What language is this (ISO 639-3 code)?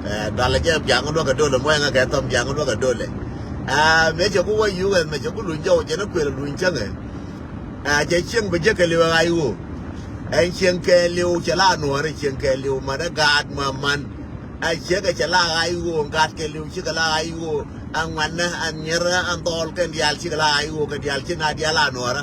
nus